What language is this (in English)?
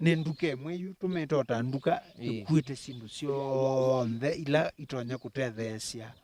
Kamba